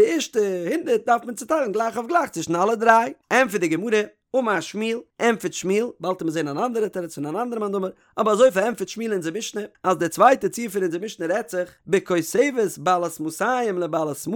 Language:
Yiddish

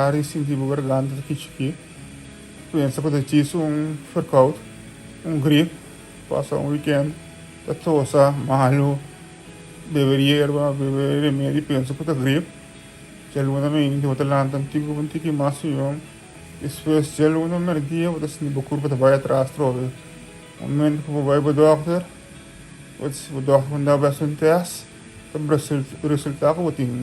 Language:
Papiamento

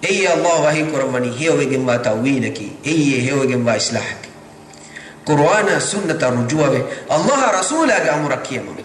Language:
Divehi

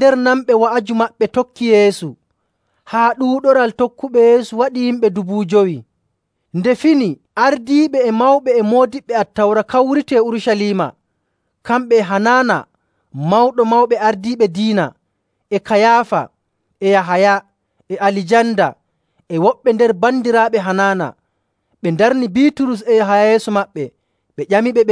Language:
Nigerian Fulfulde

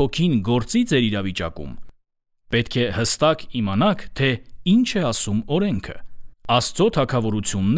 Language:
Armenian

